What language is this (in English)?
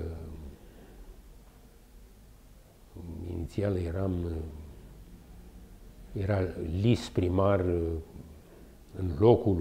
Romanian